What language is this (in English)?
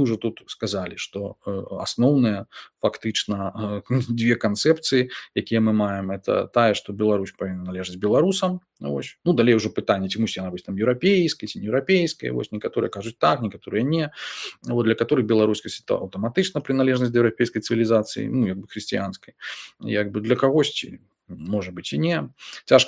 Belarusian